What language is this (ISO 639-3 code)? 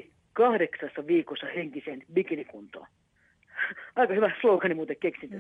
fin